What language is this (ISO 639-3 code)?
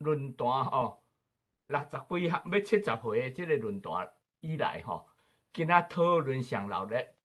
nan